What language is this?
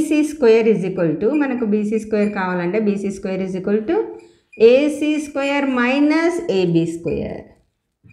Telugu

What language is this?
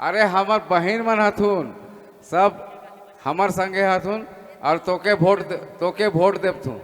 Sadri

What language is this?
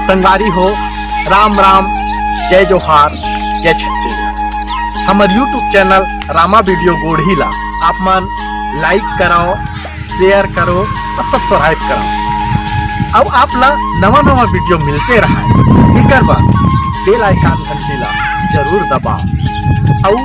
Chhattisgarhi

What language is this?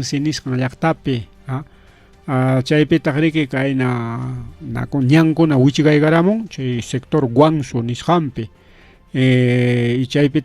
Ayacucho Quechua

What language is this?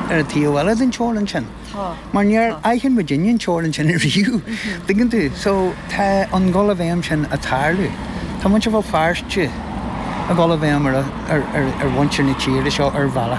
Irish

